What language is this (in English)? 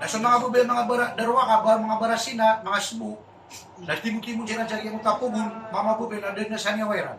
Maranao